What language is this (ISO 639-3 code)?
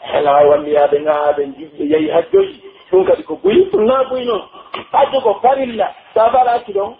fuf